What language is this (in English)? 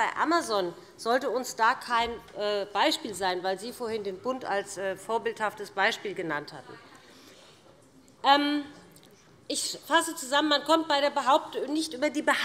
German